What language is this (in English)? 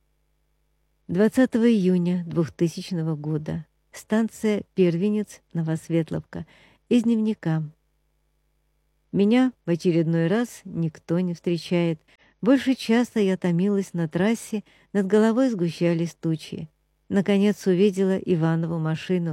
Russian